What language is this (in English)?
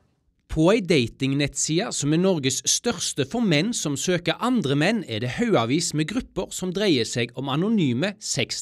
Norwegian